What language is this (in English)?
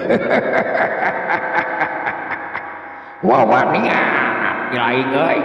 Sundanese